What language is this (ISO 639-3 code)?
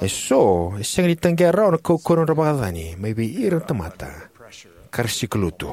fij